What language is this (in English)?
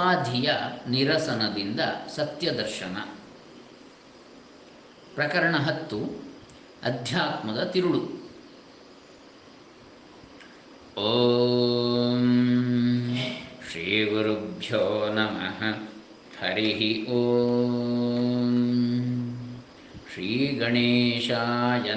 Kannada